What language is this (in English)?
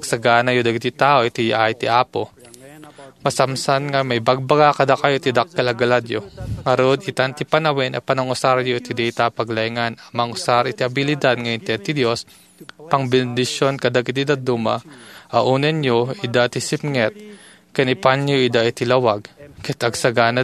Iloko